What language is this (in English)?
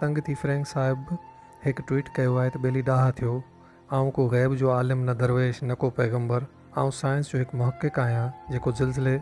Sindhi